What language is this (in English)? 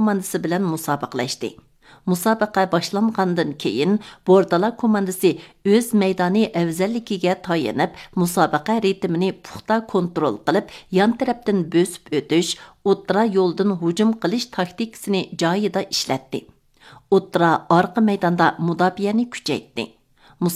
Uyghur